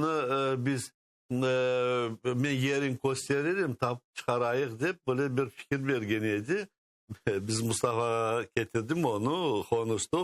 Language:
Crimean Tatar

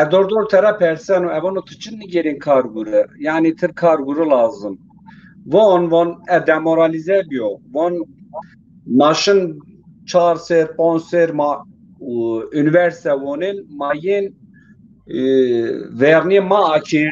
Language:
Zaza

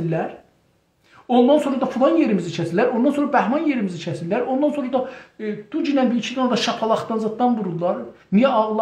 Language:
South Azerbaijani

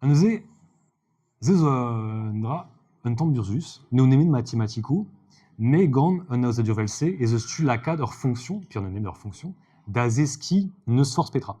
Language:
Breton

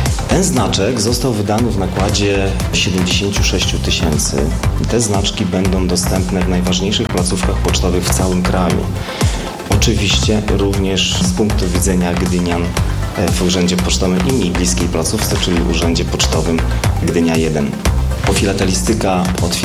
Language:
Polish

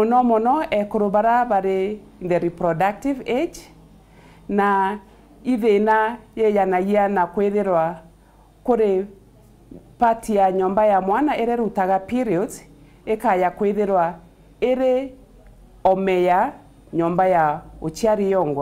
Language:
Meru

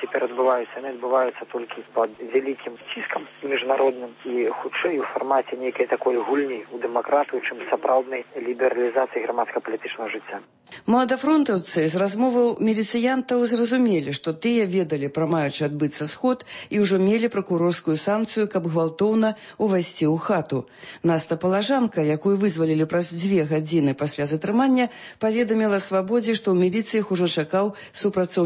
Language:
Belarusian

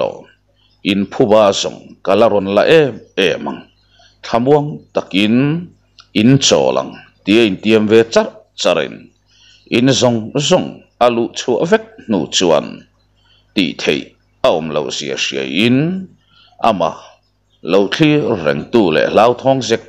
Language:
Mizo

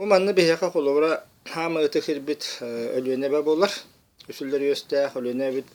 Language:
Yakut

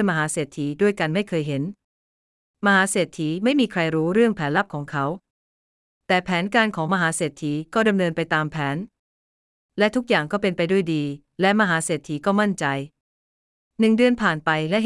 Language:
Thai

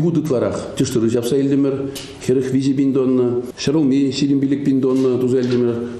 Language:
Chuvash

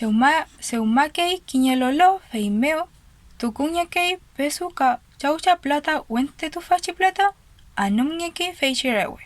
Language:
Mapuche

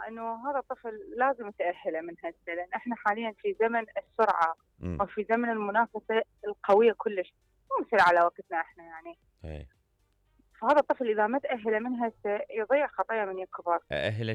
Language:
Mesopotamian Arabic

